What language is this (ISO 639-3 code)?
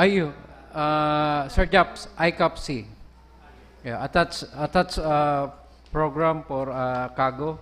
bik